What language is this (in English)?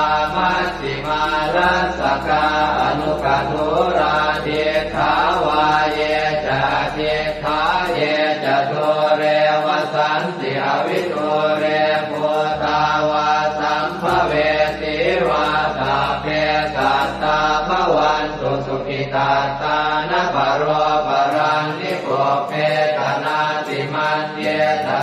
Pali